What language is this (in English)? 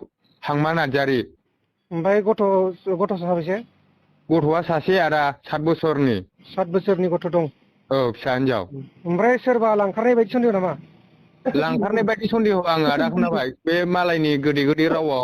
Bodo